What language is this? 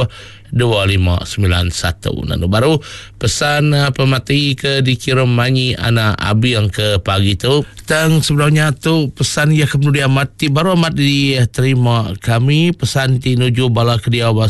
Iban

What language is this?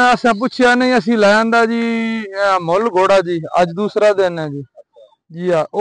Punjabi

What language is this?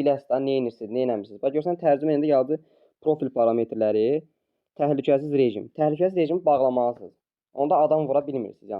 Azerbaijani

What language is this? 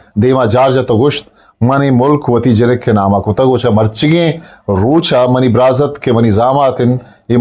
Eastern Balochi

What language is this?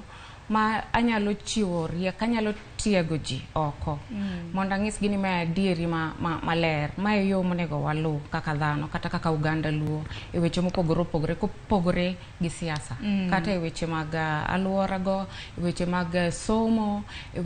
Luo (Kenya and Tanzania)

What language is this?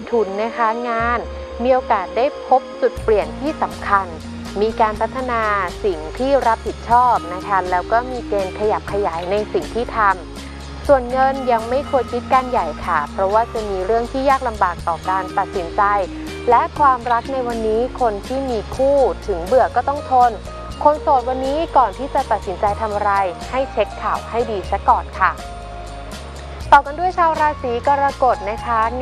Thai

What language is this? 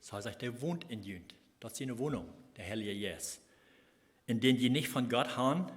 Plautdietsch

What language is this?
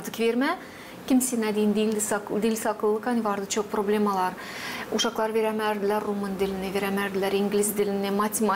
Gagauz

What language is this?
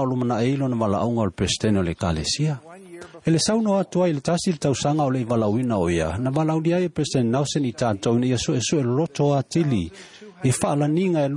Samoan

